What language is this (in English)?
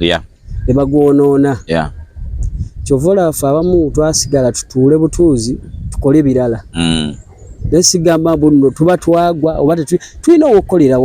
Ganda